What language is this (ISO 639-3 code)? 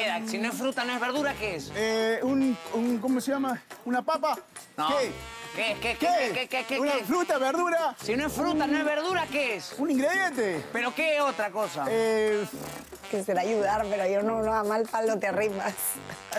spa